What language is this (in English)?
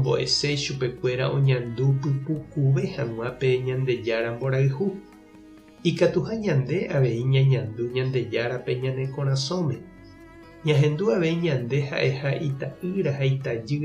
Guarani